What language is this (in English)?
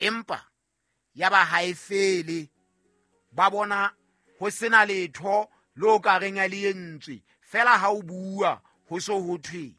Southern Sotho